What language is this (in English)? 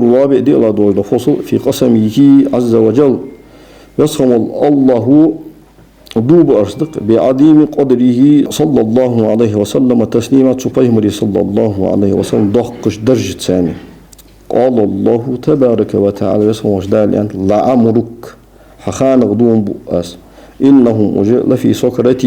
Ingush